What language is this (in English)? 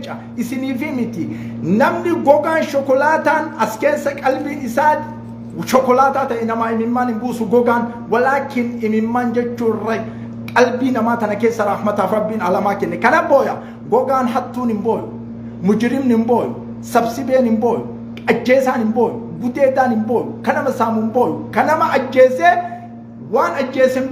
Oromo